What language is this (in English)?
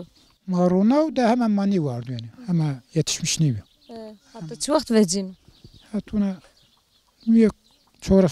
Zaza